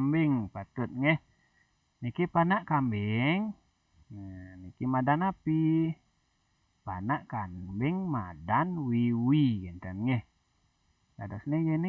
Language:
Balinese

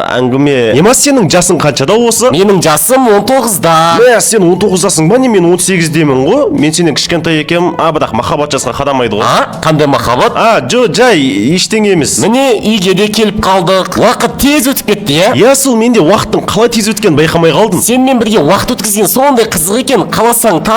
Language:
Kazakh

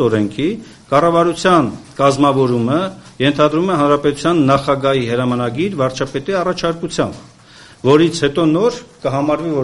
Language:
Armenian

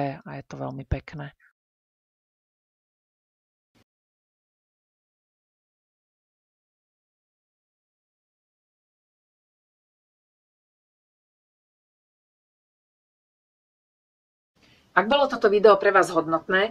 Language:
Slovak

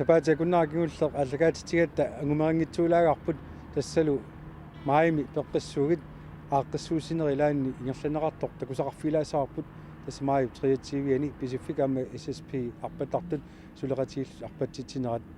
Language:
Kalaallisut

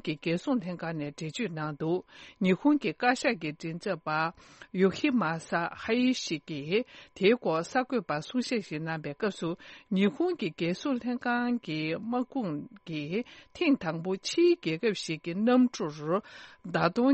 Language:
Tibetan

